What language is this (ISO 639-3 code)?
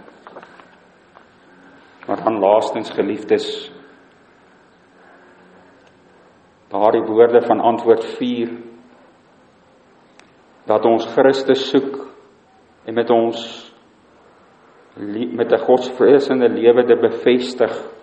afr